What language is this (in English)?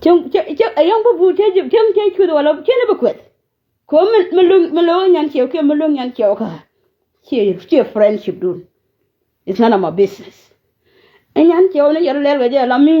Nuer